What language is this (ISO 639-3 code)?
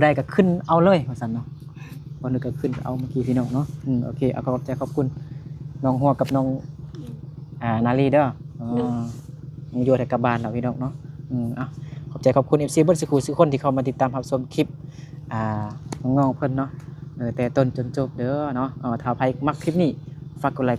lao